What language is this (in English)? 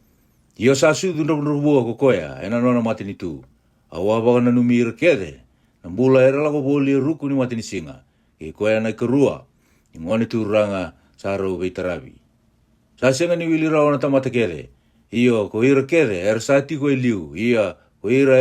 Fijian